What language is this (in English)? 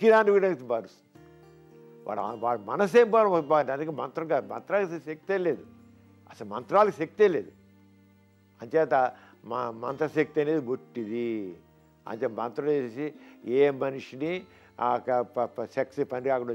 Telugu